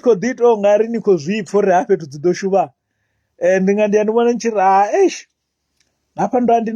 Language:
Venda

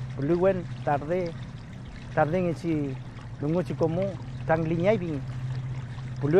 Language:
Mapuche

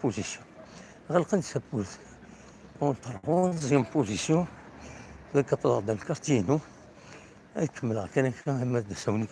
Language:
Kabyle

